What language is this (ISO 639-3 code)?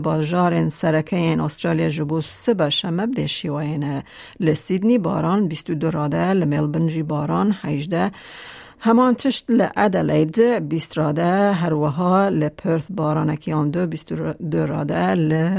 kur